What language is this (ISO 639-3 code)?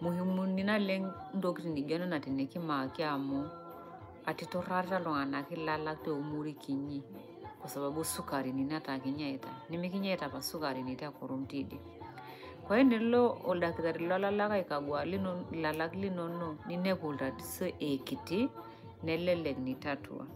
mas